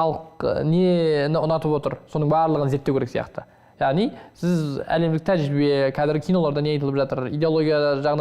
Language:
Kazakh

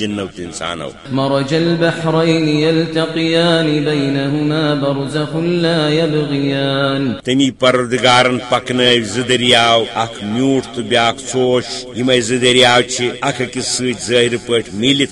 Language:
Kashmiri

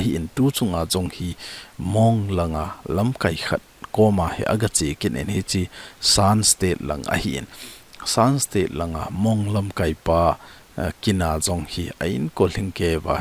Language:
Thado Chin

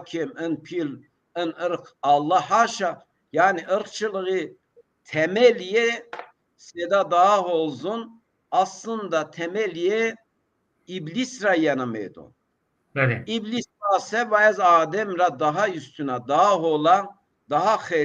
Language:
Zaza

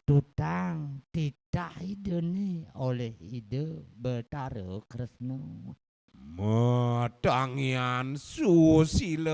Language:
Balinese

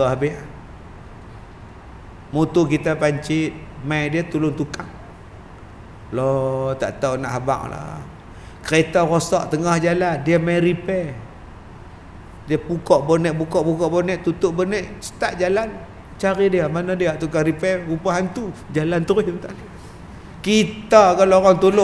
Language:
Malay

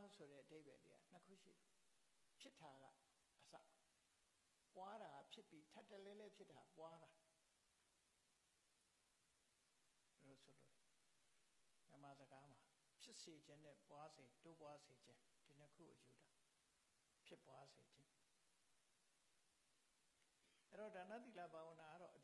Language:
Burmese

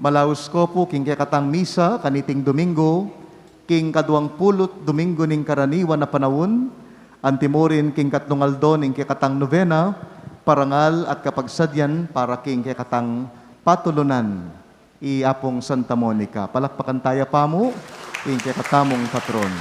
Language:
Pampanga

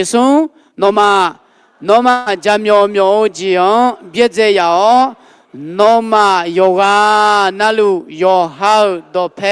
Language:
Akha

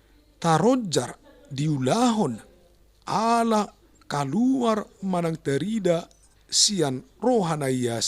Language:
Batak Toba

